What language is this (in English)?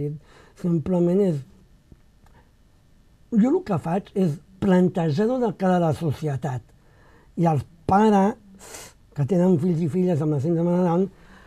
Catalan